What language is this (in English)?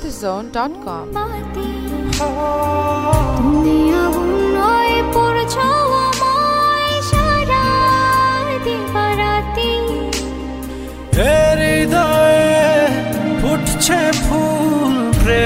Bangla